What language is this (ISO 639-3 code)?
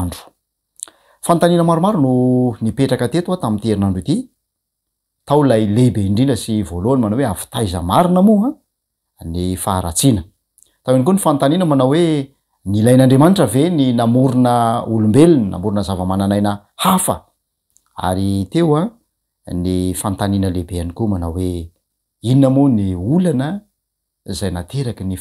mlg